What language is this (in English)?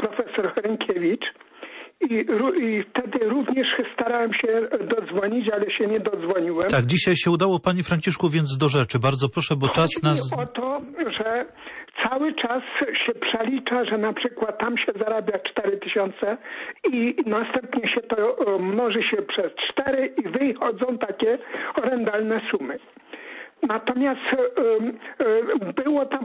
Polish